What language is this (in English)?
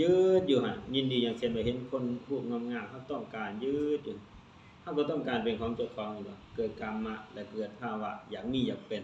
Lao